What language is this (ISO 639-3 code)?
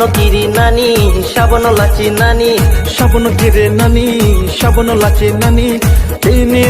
trp